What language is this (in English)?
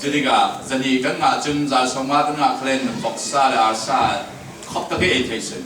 Falam Chin